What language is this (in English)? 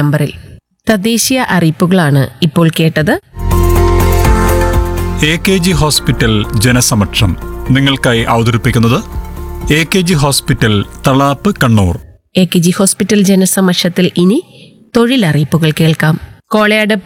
Malayalam